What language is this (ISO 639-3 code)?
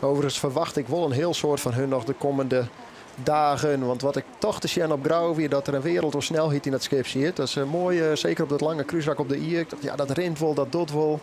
fry